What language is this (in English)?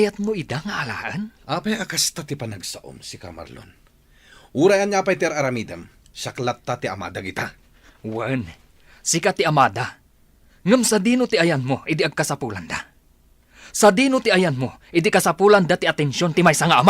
Iloko